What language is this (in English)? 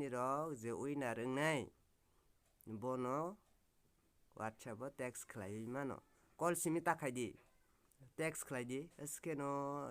Kok Borok